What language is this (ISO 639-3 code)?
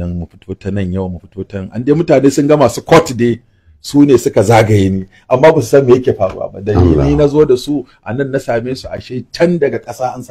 hau